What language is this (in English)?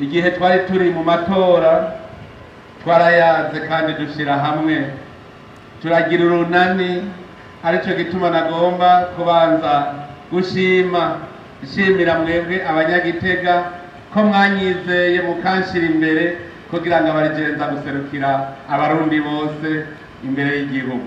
Rundi